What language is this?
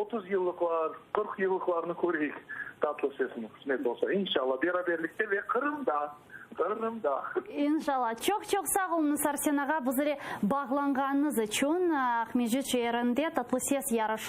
Crimean Tatar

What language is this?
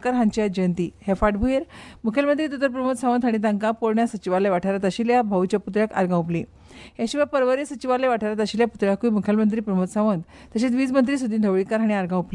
Konkani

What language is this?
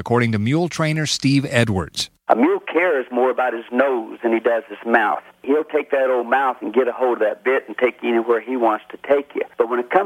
English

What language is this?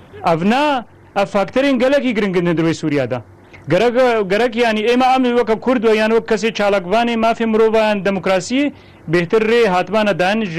Kurdish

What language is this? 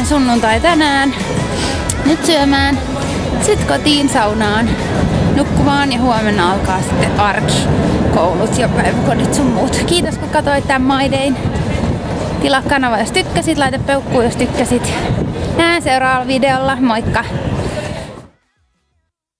Finnish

